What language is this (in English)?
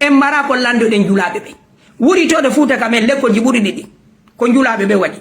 Fula